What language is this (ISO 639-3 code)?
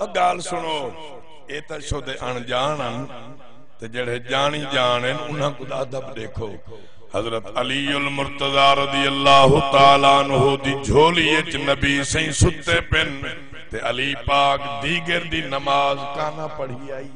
skr